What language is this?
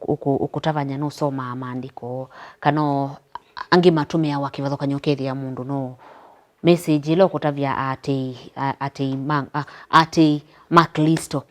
Kamba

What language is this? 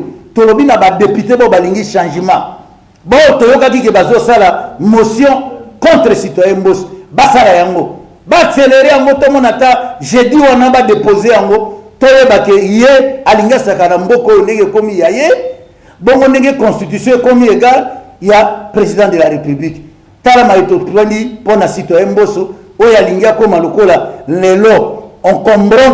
Lingala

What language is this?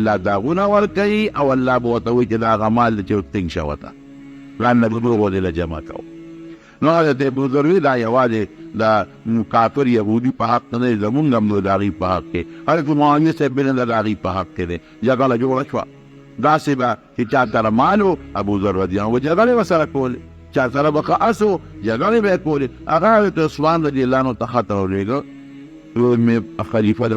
Pashto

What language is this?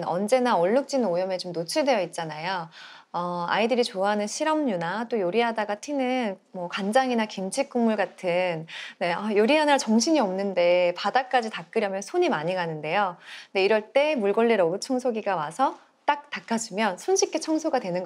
Korean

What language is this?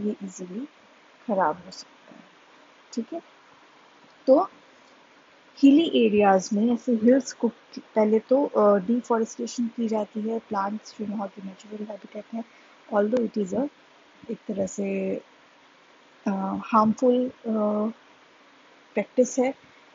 Hindi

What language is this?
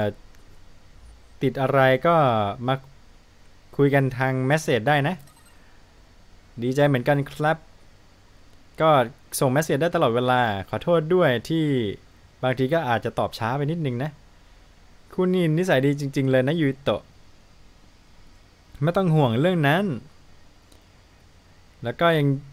Thai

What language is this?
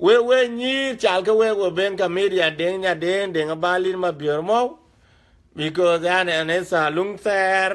Dinka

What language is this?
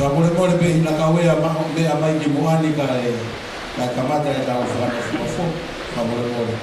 Tongan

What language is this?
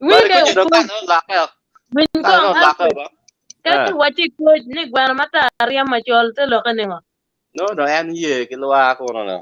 Acoli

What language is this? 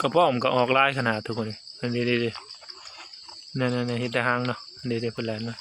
Northeastern Thai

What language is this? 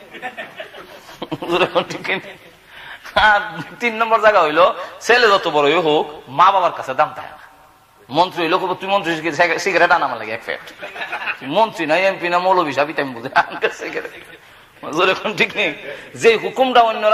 Bangla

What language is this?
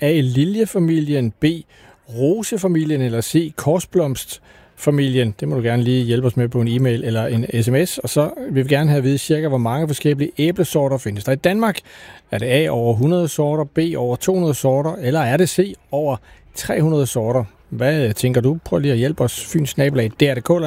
Danish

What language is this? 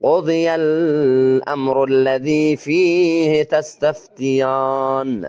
Eastern Balochi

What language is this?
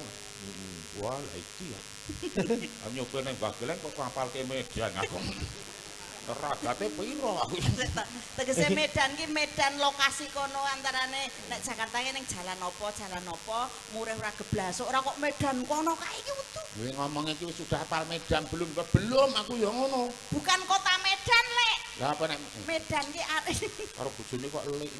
Javanese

